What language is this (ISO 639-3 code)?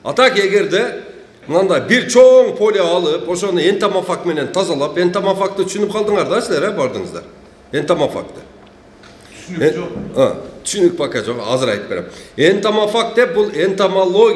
kir